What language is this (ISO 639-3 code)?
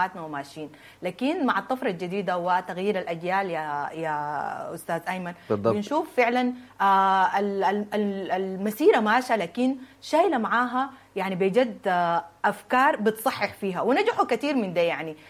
apd